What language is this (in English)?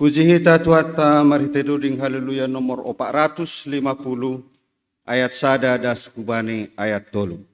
Batak Simalungun